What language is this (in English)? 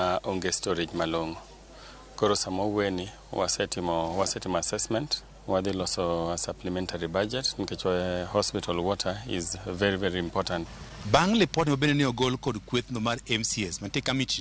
Luo (Kenya and Tanzania)